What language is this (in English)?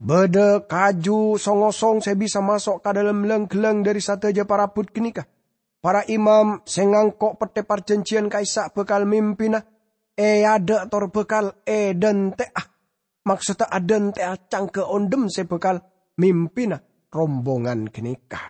Madurese